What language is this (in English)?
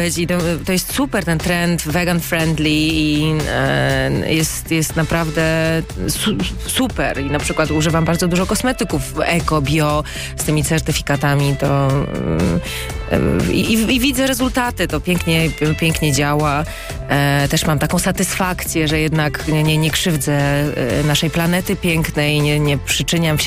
Polish